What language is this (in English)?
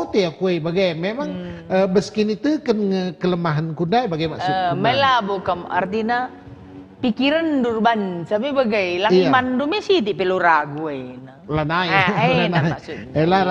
Batak Karo